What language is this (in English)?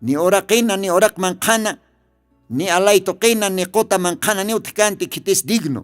Aymara